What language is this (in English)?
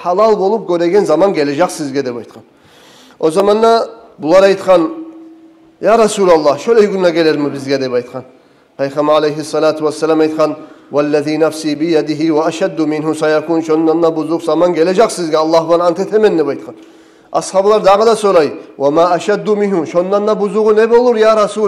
Kumyk